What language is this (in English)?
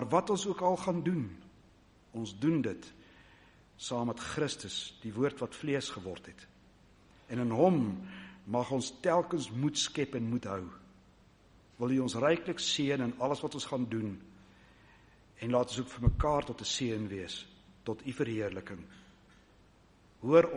Afrikaans